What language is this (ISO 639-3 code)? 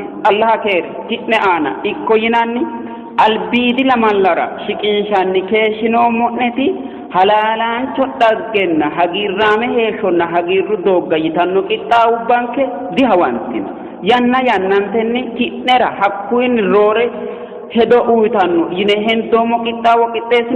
sid